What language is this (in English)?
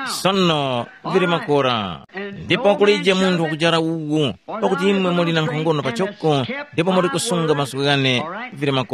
Tumbuka